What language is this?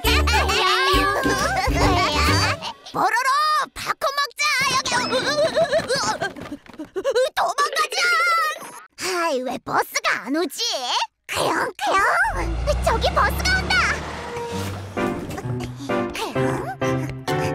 Korean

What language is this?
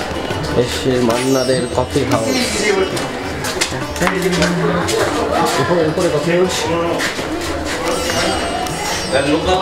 Bangla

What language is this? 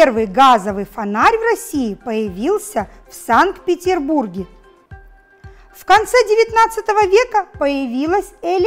Russian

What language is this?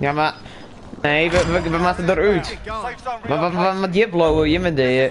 Western Frisian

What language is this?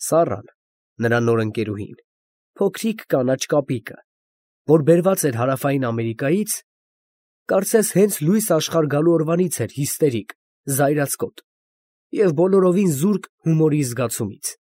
Armenian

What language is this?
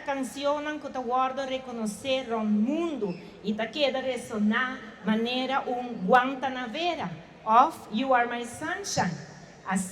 Papiamento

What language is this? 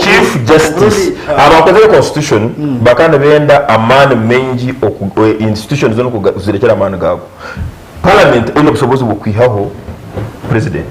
Nyankole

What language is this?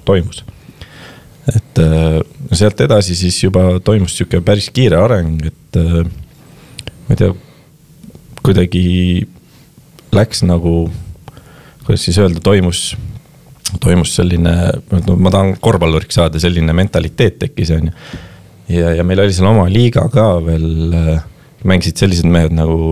Estonian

